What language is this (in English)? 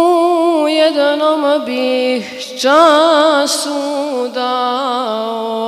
Bosnian